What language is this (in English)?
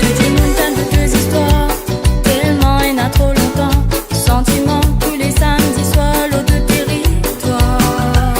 Morisyen